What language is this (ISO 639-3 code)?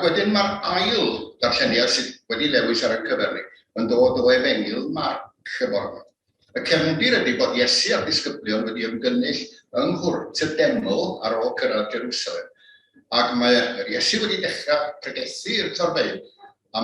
cym